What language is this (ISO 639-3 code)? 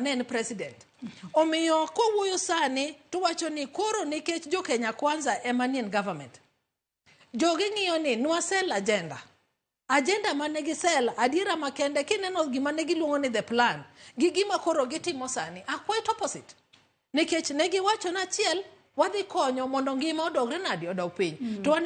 luo